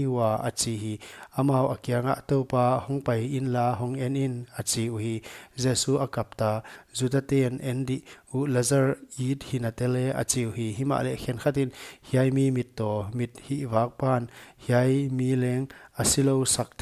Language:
Paite Chin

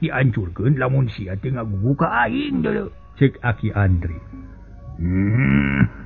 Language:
Sundanese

